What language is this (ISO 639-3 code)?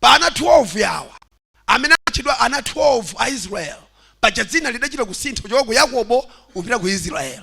nya